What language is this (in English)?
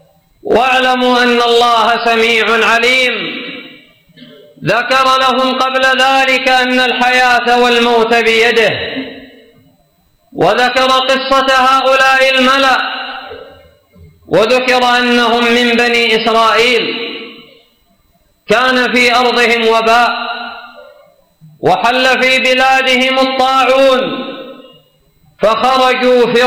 Arabic